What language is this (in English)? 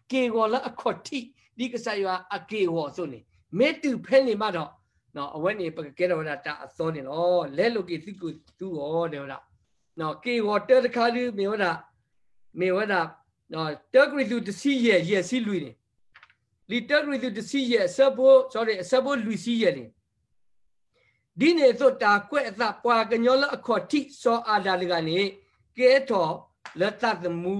S'gaw Karen